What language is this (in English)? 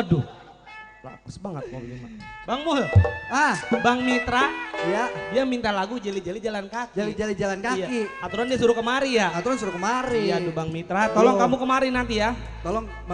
Betawi